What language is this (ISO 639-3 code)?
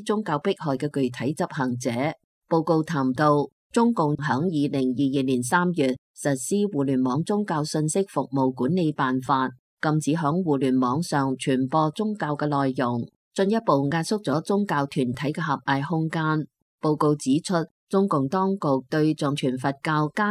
yue